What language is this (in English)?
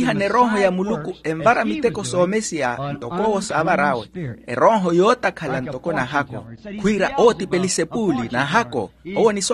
Makhuwa